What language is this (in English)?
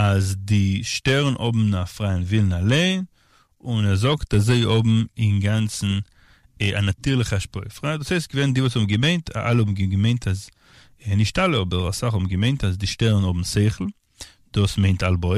Yiddish